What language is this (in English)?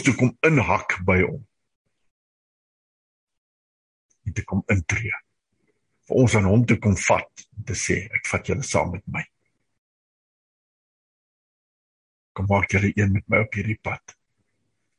Afrikaans